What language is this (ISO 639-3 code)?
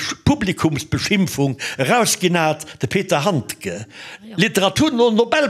ltz